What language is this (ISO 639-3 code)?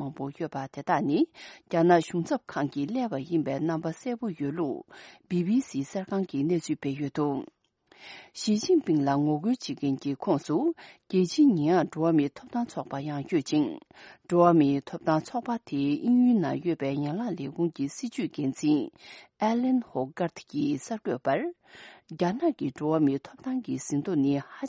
bod